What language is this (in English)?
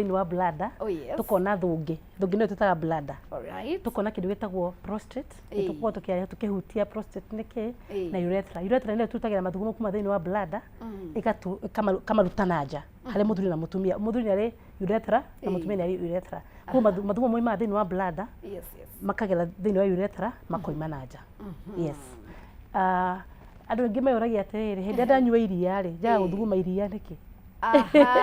Kikuyu